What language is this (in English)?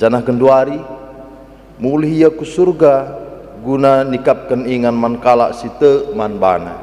Batak Karo